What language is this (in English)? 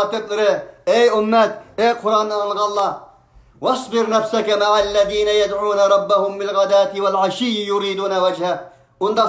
Uyghur